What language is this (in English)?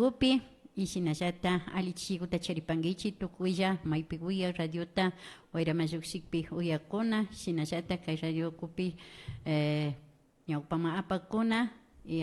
Imbabura Highland Quichua